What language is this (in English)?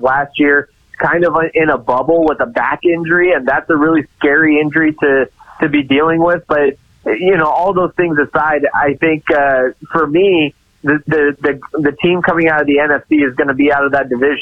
English